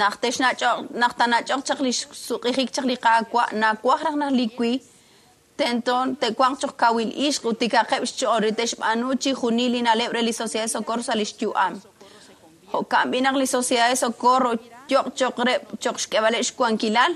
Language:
Kekchí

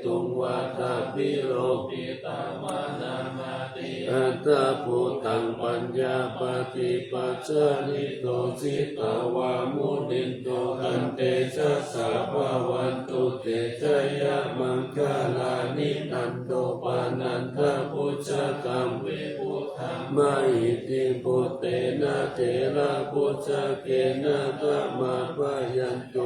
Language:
Pali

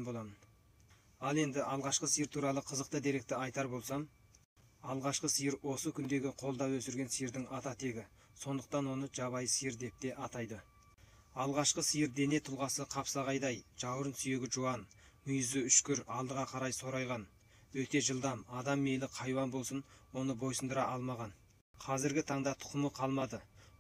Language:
Kazakh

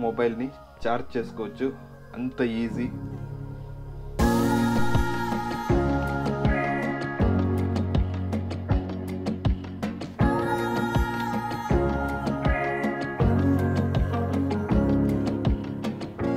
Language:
Telugu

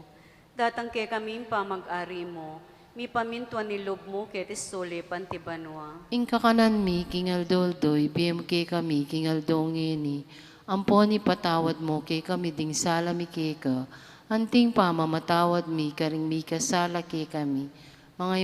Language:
Pampanga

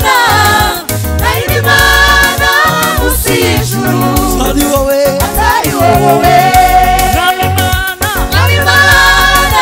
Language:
Kinyarwanda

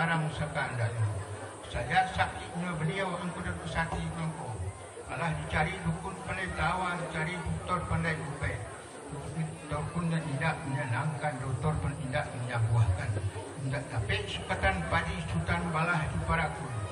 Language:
Minangkabau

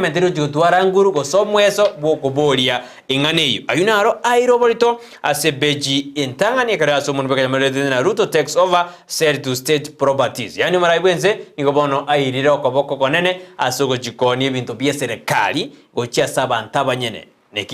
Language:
Gusii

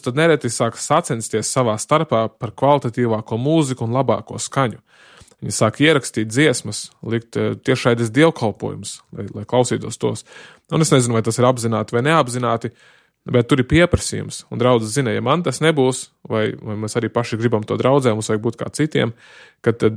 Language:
Latvian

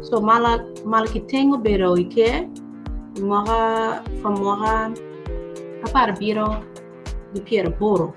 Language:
Acoli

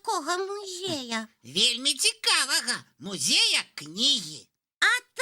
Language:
Belarusian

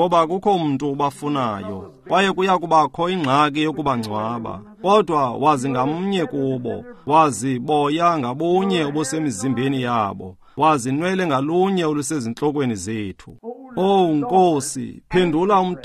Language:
Xhosa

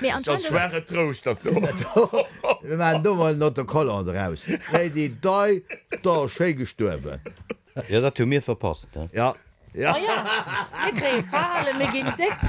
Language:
Luxembourgish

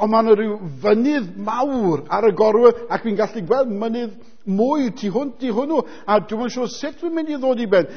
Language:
Welsh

